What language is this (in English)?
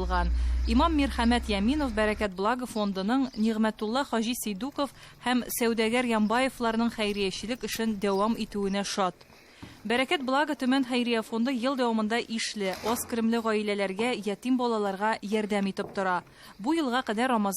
Tatar